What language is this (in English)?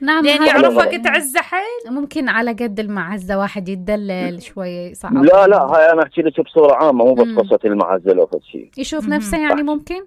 Mesopotamian Arabic